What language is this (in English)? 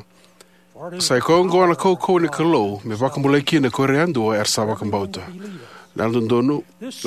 Fijian